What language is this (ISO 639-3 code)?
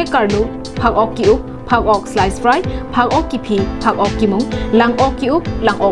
mjw